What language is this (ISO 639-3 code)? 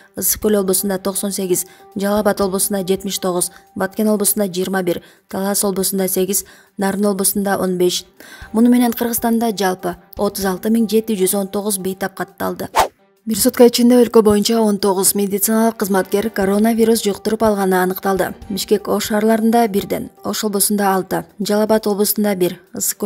kir